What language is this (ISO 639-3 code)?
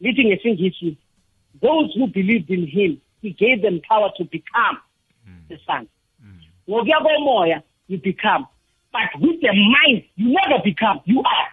nbl